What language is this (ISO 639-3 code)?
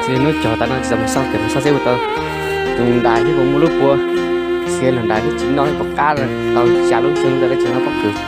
hmn